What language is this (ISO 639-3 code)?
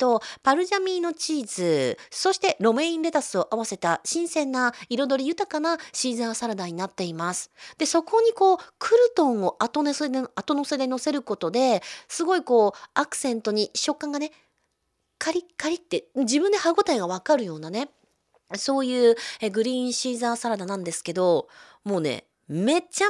jpn